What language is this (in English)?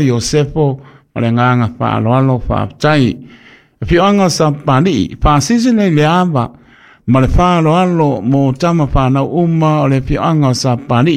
Samoan